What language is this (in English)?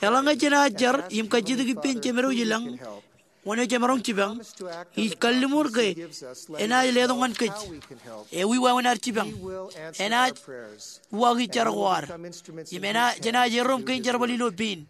Marshallese